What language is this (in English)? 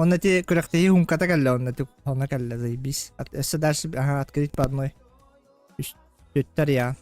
Yakut